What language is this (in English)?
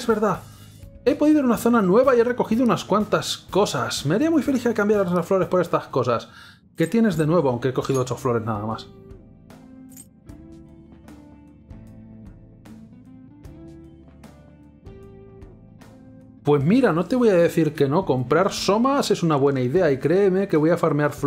Spanish